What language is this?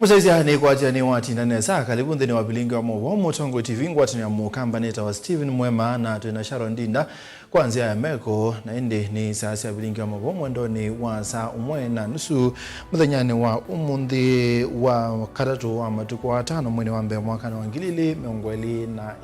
Kamba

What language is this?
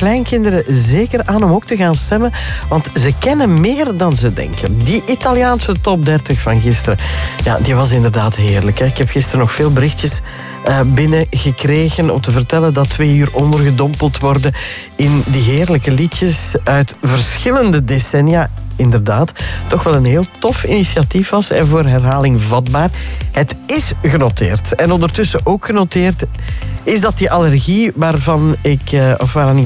Dutch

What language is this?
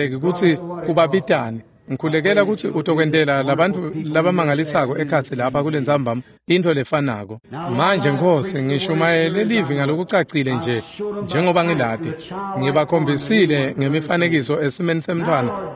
Swati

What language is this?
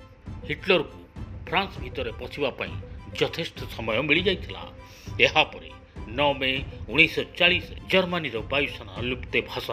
Odia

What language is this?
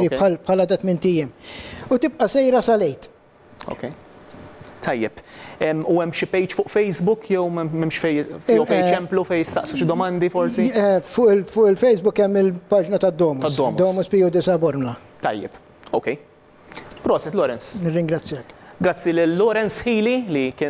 Maltese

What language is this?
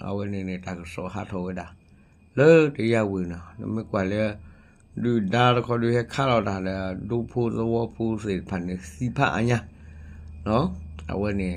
S'gaw Karen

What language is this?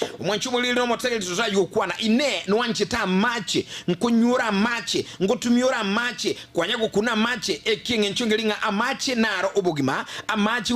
Gusii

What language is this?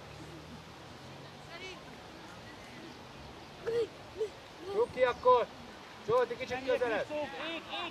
Hungarian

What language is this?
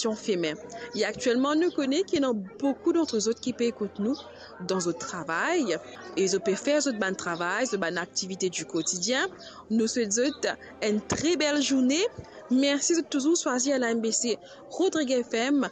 Morisyen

